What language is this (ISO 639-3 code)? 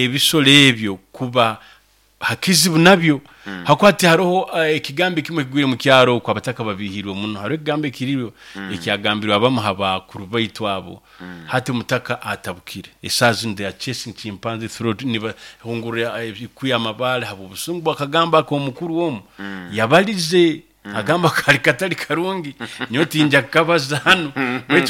nyo